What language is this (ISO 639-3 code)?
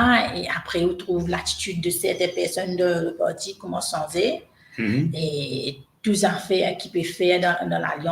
mfe